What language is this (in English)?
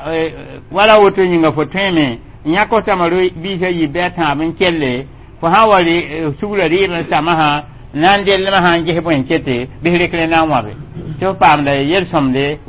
Mossi